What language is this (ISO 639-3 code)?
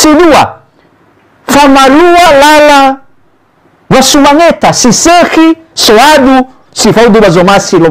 nia